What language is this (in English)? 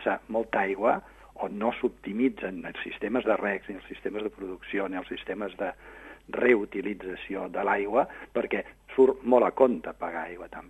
Catalan